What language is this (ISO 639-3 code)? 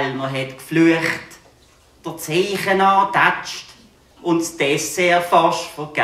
gsw